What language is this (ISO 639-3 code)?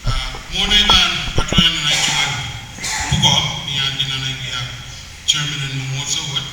pon